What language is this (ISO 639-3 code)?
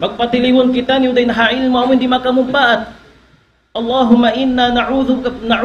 tsg